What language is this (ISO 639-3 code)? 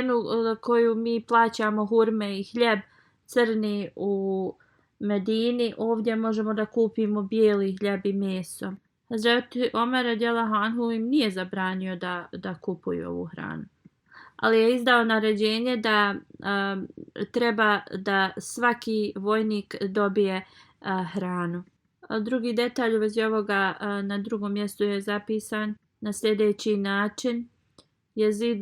bos